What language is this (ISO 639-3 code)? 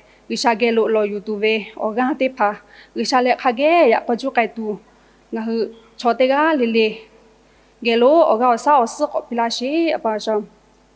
lhu